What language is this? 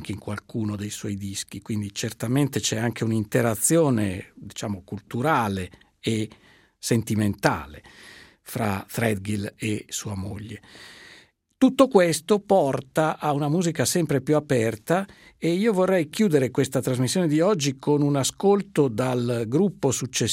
Italian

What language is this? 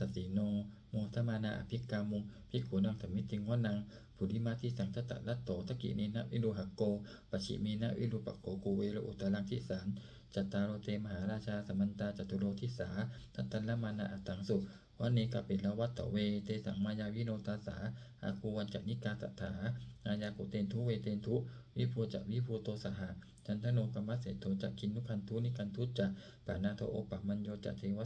Pali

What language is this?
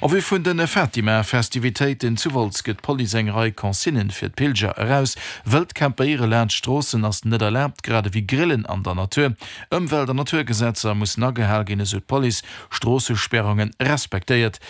Luxembourgish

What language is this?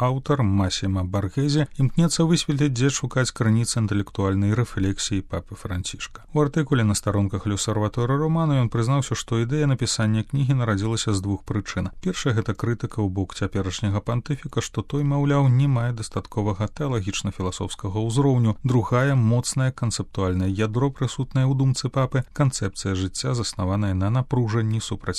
Belarusian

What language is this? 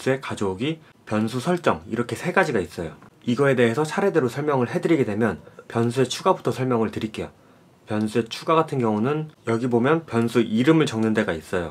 Korean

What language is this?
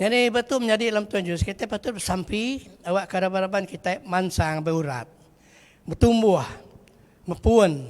Iban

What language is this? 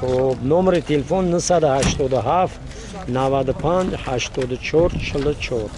Tajik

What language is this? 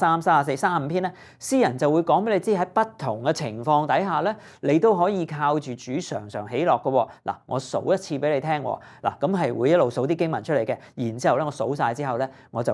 Cantonese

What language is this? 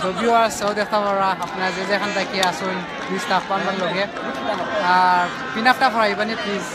Sylheti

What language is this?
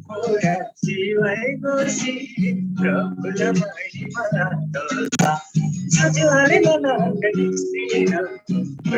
Eastern Tamang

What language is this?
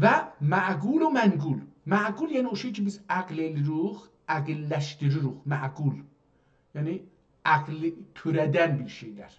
South Azerbaijani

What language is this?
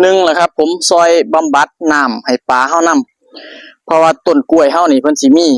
Northeastern Thai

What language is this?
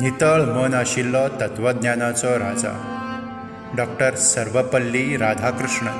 Konkani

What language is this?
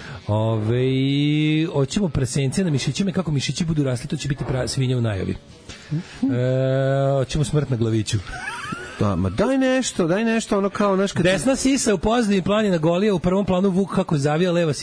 Serbian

